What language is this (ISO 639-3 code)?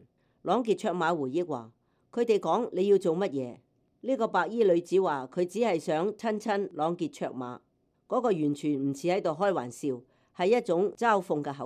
yue